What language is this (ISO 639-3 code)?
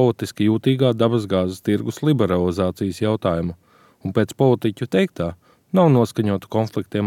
lav